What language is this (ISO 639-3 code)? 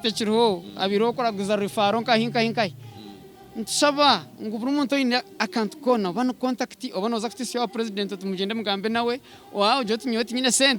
nyn